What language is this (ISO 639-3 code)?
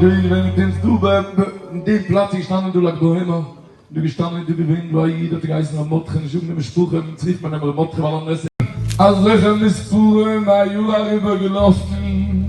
yid